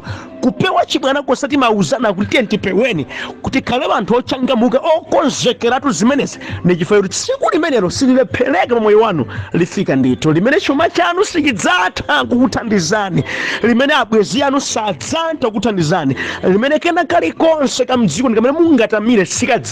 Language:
Nyanja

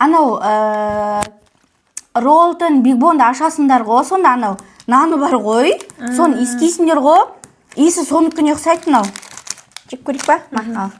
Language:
Kazakh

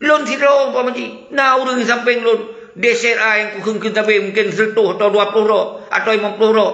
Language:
Achinese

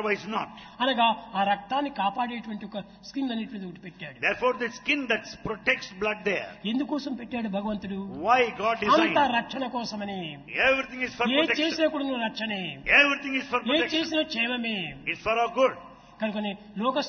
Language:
Telugu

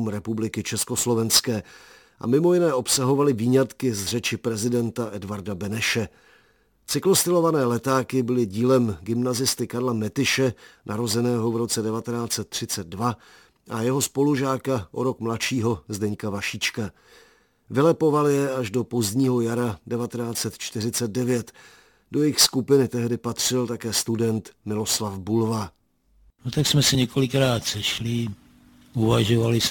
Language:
Czech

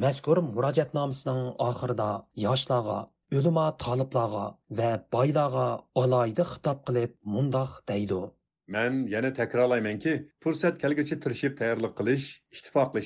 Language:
Uyghur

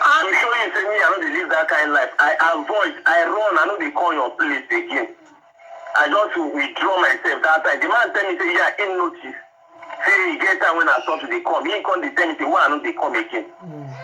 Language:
Nigerian Pidgin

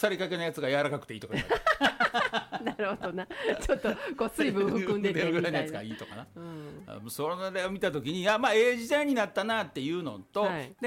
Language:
Japanese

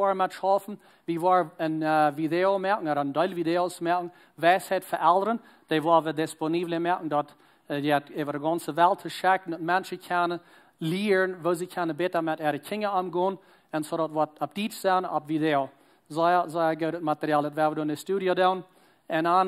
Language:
Plautdietsch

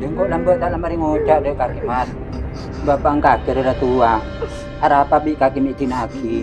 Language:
Madurese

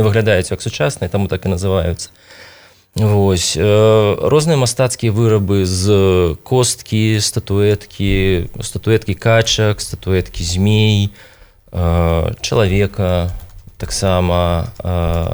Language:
Belarusian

